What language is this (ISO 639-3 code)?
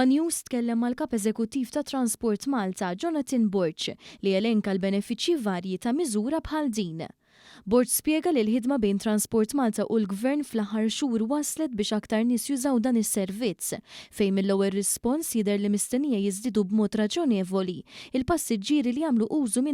mlt